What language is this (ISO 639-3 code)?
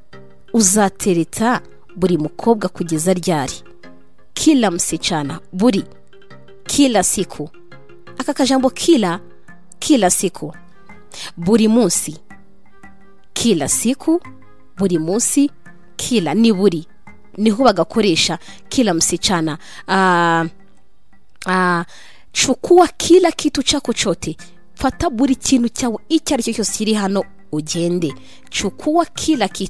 kin